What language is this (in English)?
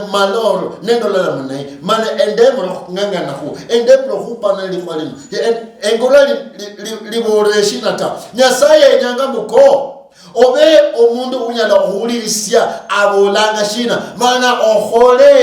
Luyia